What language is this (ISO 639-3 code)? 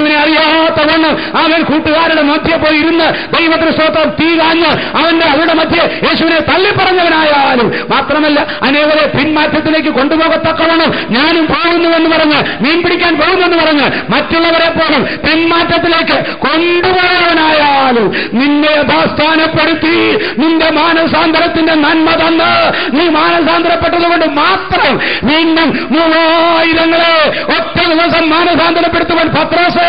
mal